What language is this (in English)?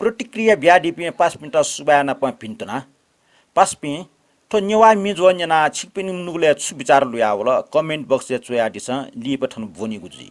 Newari